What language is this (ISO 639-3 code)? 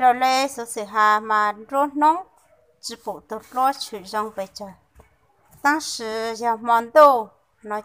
hmn